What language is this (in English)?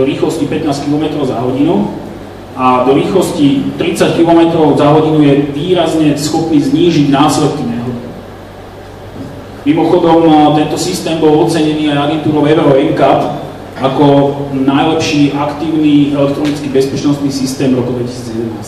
Slovak